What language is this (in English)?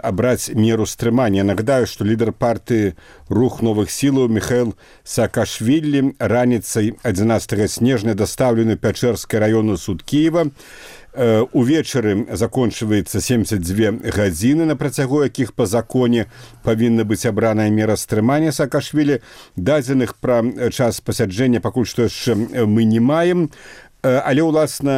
Belarusian